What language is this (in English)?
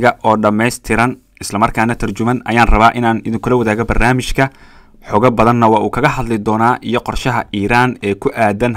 Somali